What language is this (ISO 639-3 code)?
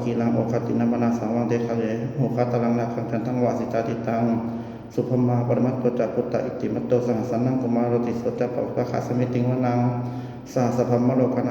pli